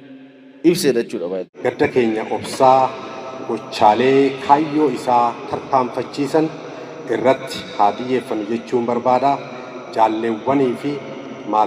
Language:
Oromo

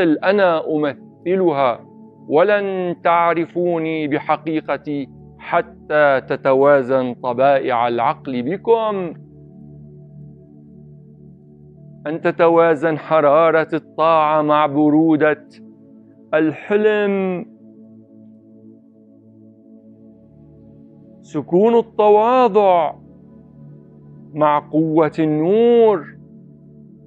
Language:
Arabic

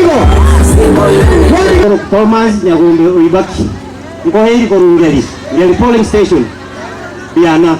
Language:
Gusii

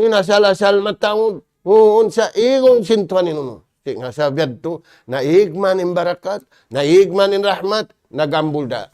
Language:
Tausug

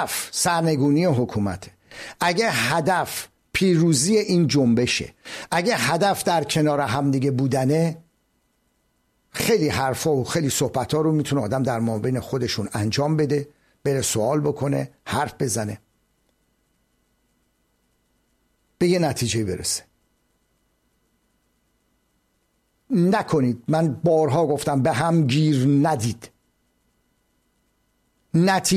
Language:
Persian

